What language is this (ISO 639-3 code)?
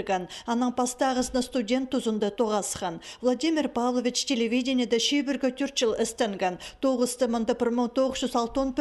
kjh